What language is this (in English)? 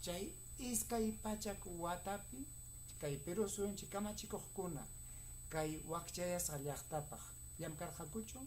Ayacucho Quechua